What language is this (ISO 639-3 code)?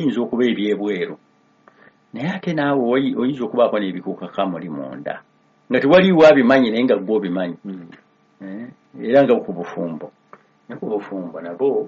lug